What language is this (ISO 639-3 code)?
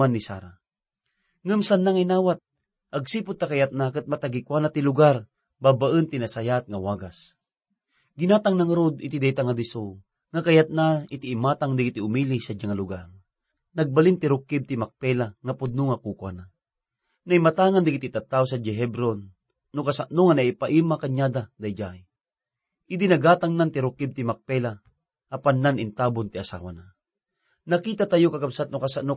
ilo